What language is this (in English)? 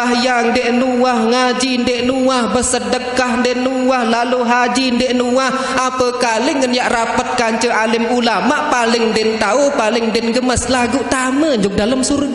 Sasak